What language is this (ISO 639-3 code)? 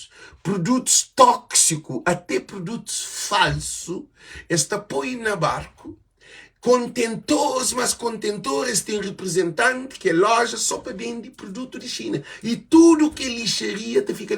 kea